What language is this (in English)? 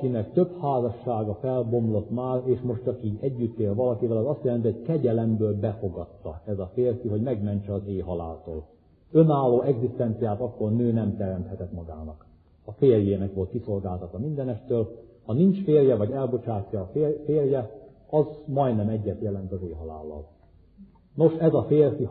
Hungarian